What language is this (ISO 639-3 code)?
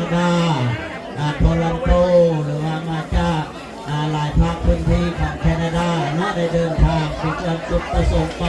lao